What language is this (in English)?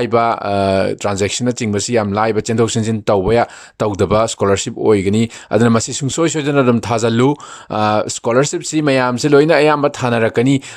Manipuri